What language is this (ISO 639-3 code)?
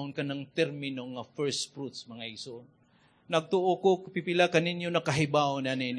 ceb